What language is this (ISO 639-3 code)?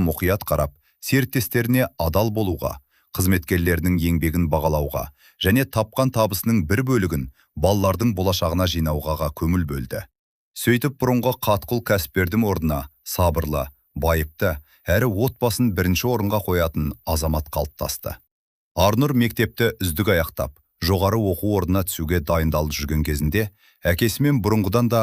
kaz